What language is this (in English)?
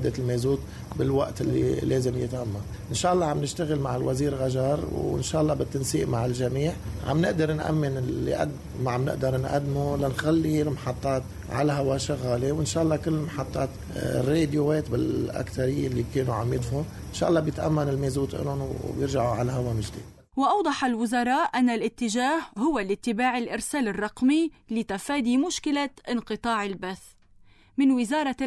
North Levantine Arabic